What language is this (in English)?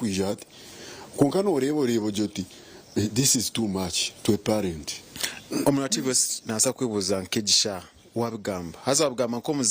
Nyankole